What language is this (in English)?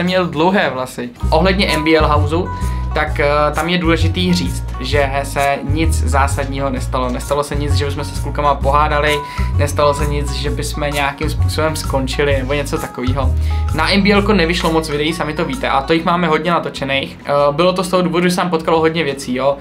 Czech